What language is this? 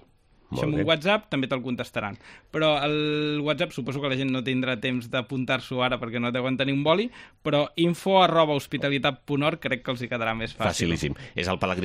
Catalan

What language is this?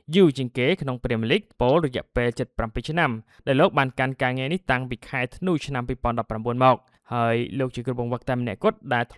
Khmer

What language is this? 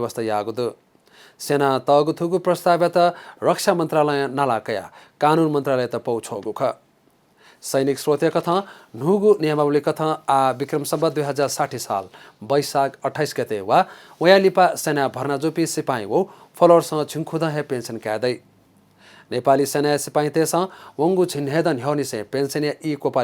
Newari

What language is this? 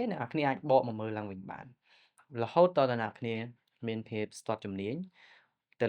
Khmer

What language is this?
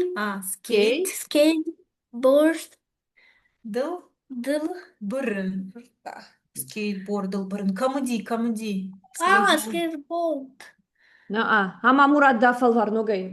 Ossetic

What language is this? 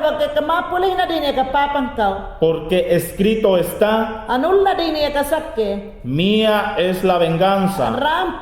Mayangna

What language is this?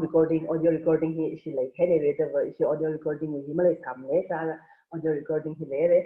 Tangkhul Naga (India)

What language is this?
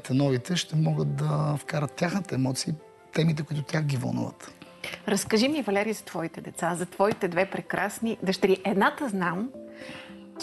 Bulgarian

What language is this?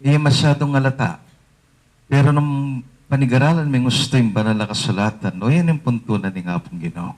Pampanga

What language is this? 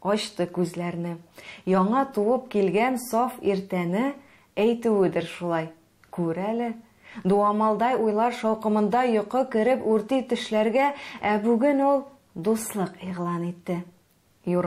Tatar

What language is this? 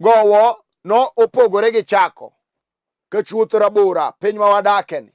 Luo (Kenya and Tanzania)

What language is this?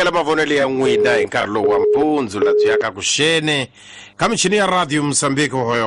Tsonga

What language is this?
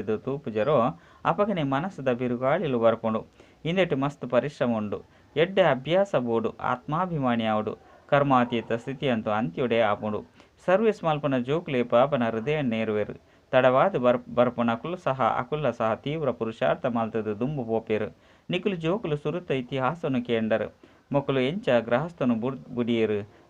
Tulu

